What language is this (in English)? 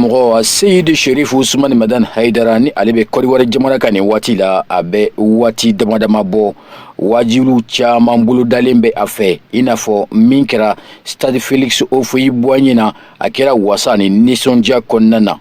Bambara